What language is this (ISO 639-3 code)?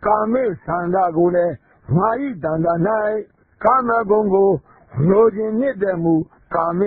mya